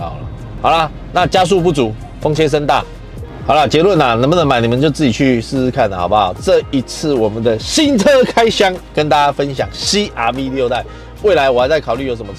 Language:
Chinese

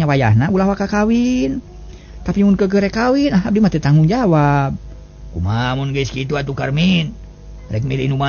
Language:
Sundanese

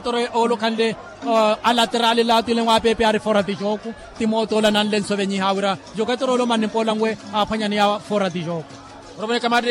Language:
Makhuwa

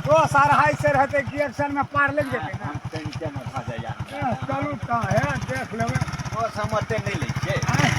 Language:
Maithili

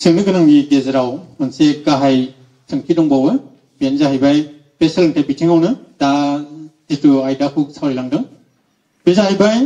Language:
Bodo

